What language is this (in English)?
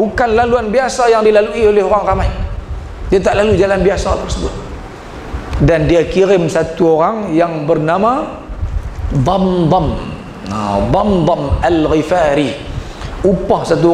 Malay